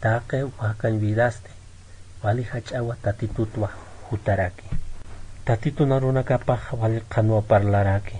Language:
Aymara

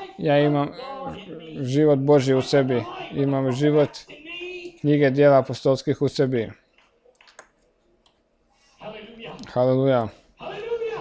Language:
Croatian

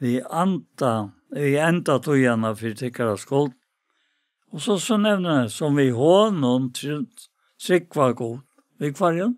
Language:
Faroese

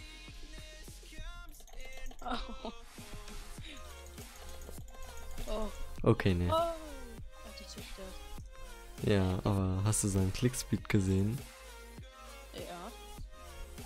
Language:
German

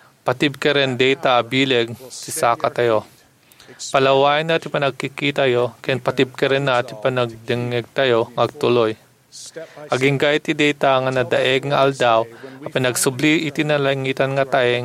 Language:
Iloko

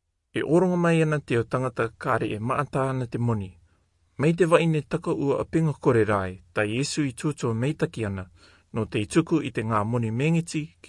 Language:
Rarotongan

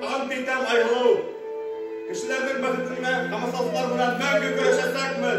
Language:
Bashkir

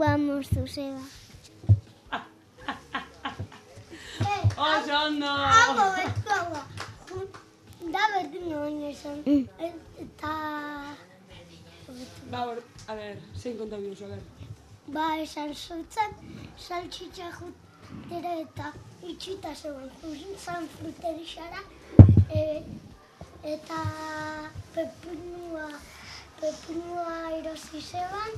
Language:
Basque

